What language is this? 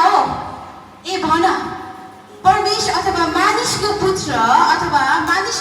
Nepali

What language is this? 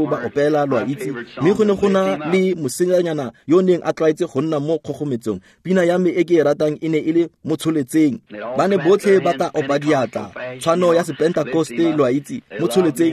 Tswana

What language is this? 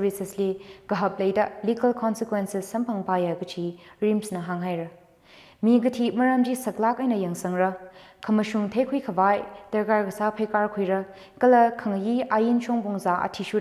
Tangkhul Naga (India)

